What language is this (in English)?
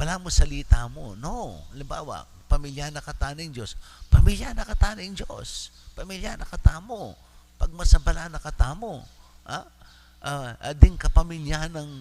Pampanga